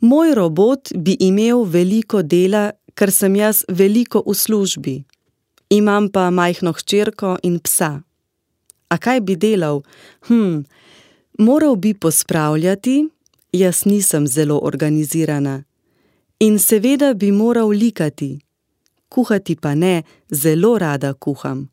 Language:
Slovenian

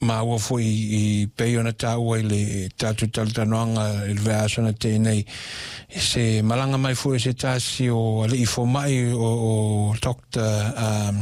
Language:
Samoan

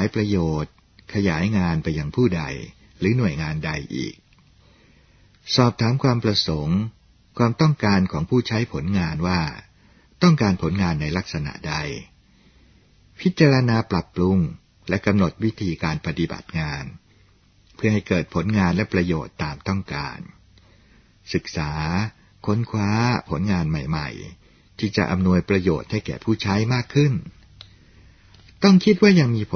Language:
Thai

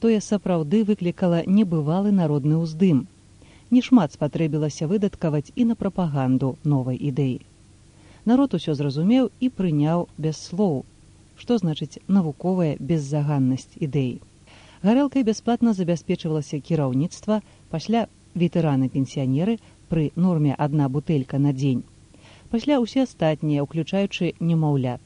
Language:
Belarusian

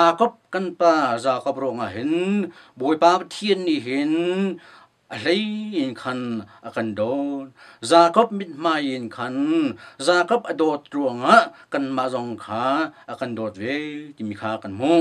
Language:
Hakha Chin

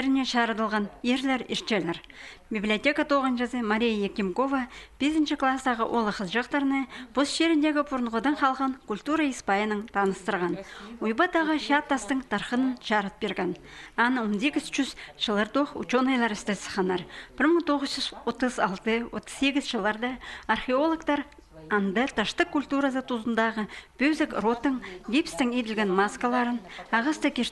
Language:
Khakas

